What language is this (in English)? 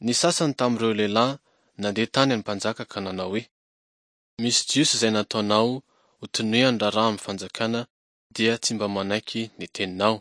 Malagasy